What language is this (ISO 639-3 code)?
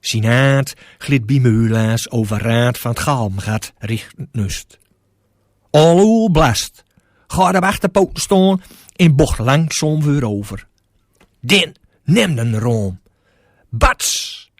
gos